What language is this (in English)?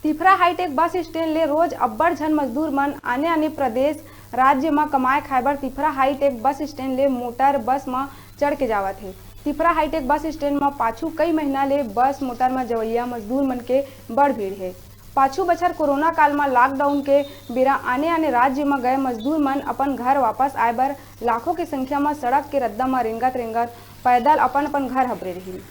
Chhattisgarhi